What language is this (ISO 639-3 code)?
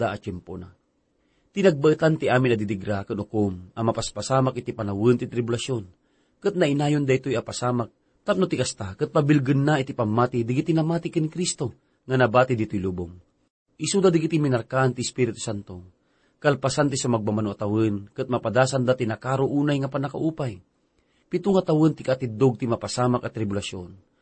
ilo